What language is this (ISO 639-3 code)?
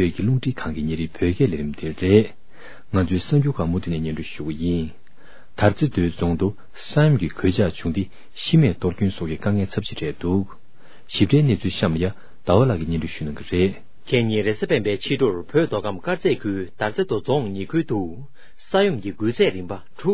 bod